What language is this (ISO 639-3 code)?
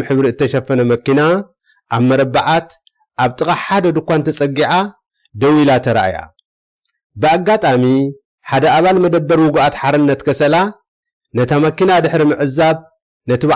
tir